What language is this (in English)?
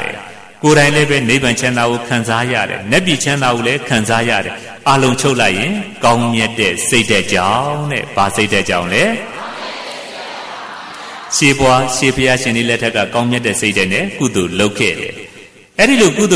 Burmese